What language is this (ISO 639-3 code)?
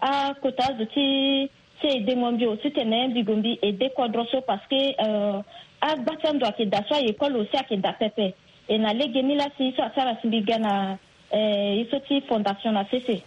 sag